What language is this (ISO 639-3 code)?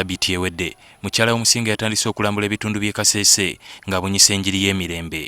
lug